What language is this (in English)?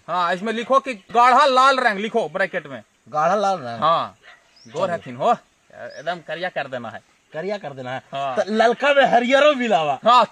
Magahi